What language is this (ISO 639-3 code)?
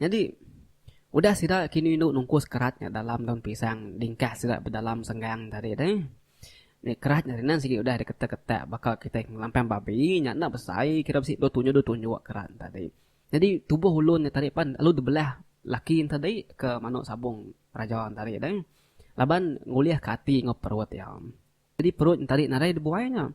iba